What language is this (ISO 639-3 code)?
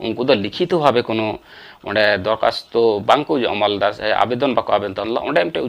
sat